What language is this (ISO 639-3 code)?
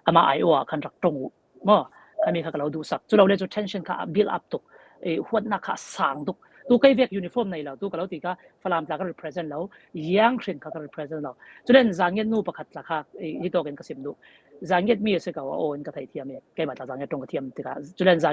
cfm